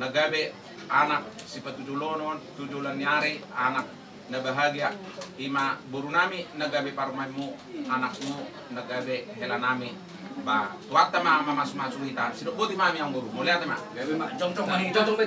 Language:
Batak Toba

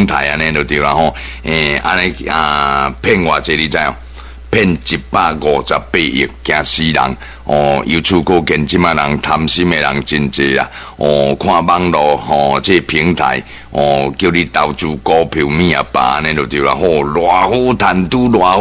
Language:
Min Nan Chinese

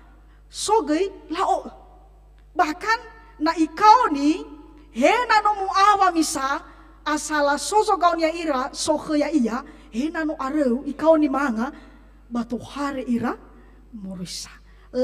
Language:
Nias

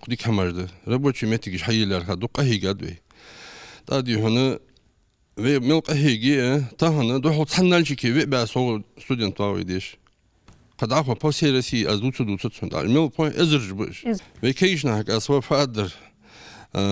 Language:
Ingush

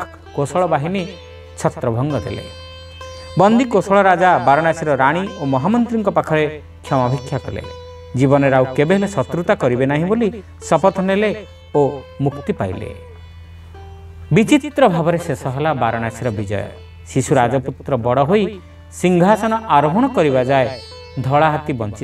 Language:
Odia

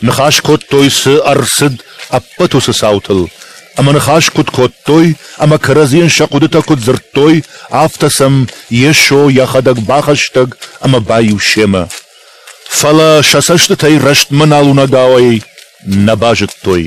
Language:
Ossetic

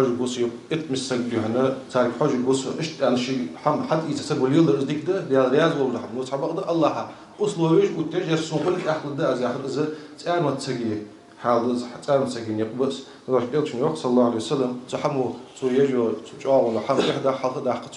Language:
Ingush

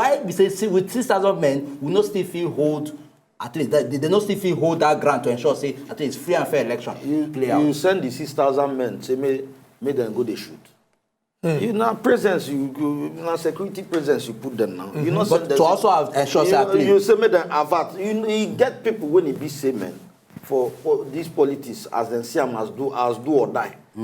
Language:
Nigerian Pidgin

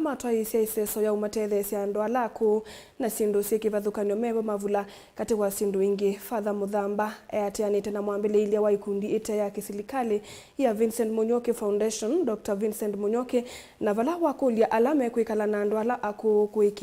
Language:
Kamba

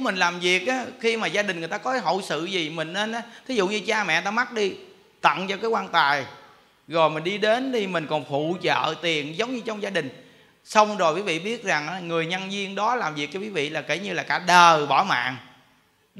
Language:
Vietnamese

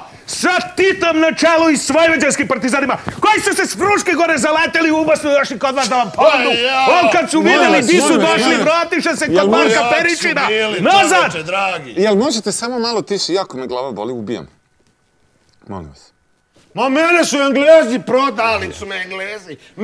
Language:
Serbian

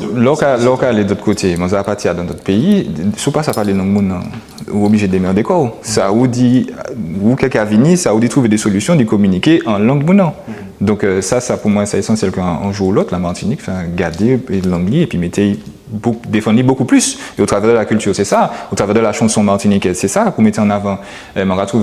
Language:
Guadeloupean Creole French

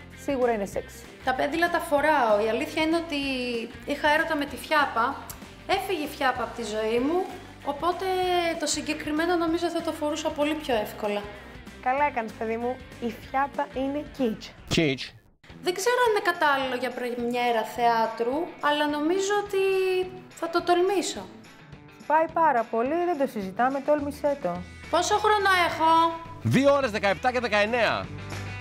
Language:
Greek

